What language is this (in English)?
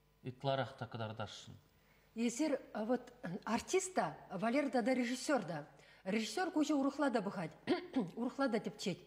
Chuvash